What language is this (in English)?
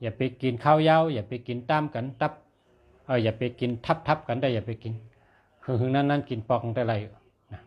Shan